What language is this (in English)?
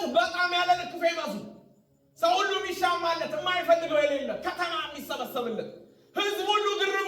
Amharic